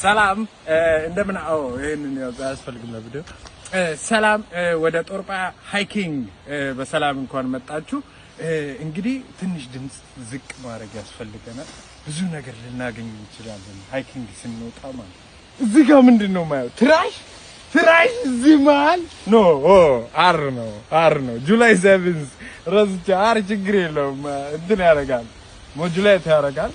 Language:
Amharic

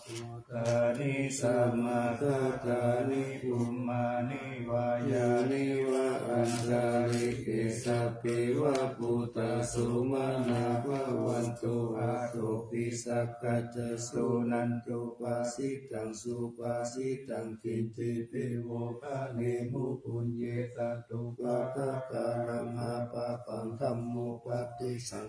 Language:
Pali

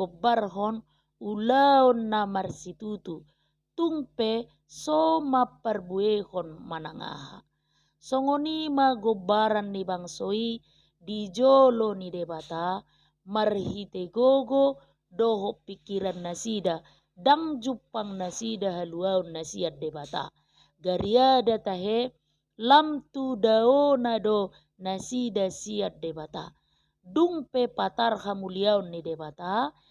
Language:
Batak Toba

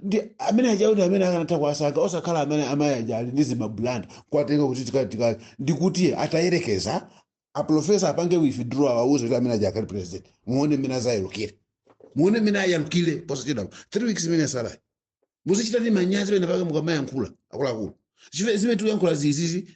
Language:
Nyanja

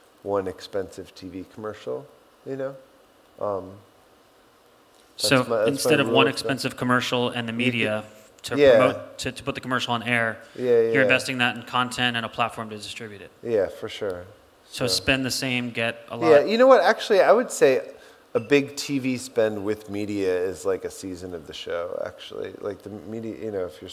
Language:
English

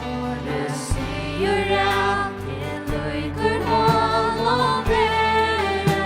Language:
Faroese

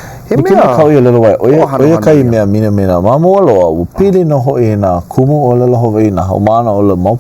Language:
Hawaiian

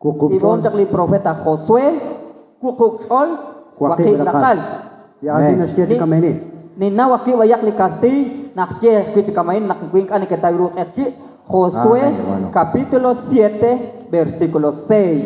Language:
Kekchí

